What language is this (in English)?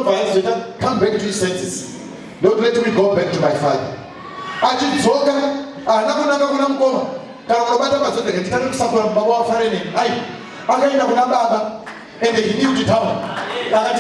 Shona